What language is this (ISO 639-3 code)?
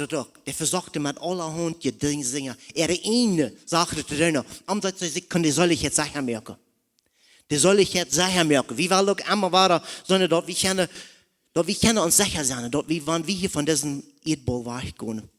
pdt